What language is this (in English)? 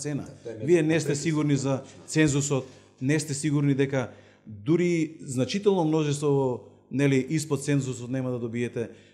Macedonian